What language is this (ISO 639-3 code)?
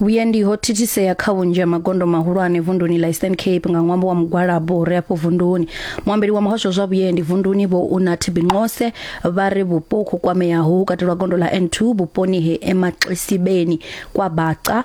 ven